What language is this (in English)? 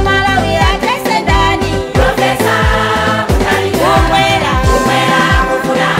Nyanja